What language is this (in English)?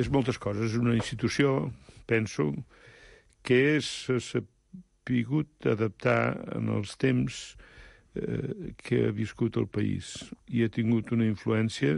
Catalan